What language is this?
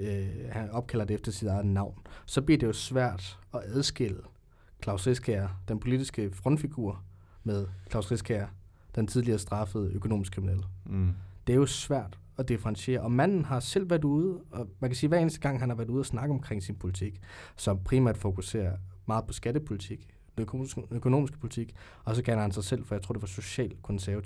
Danish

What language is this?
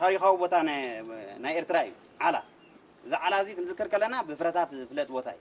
Tigrinya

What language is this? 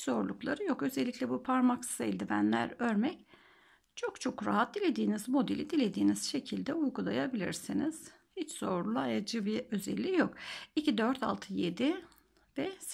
Turkish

